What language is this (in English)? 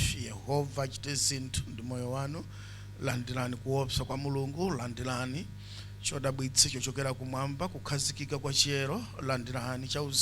Nyanja